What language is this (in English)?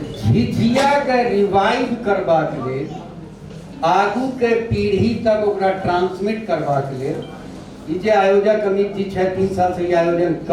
Maithili